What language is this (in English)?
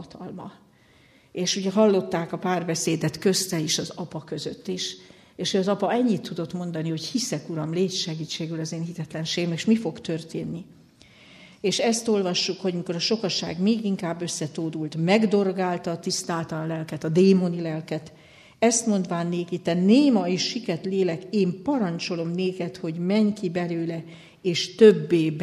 Hungarian